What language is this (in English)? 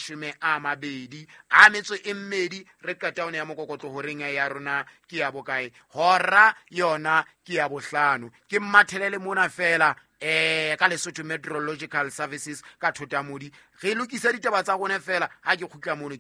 Southern Sotho